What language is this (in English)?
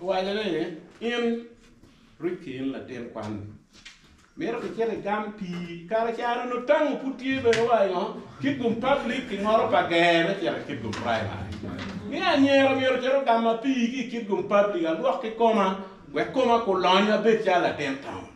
Acoli